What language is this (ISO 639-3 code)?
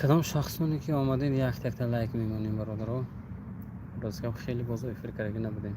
tgk